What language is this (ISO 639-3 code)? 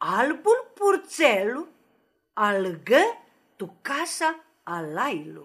rup